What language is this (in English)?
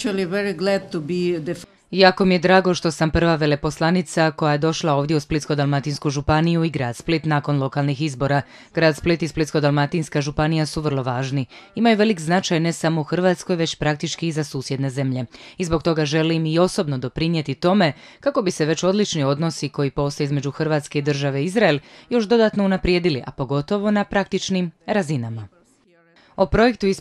Croatian